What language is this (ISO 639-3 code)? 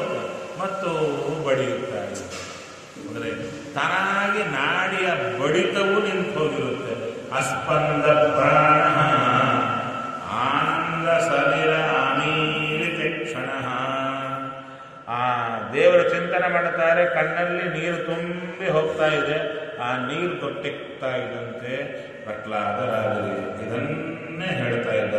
kan